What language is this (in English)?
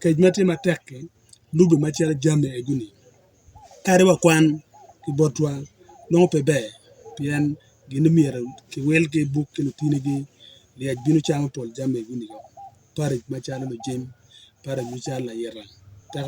Acoli